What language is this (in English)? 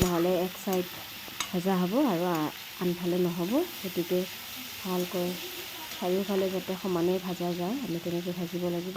Assamese